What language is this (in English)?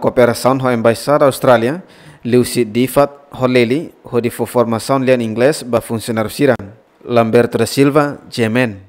Tetum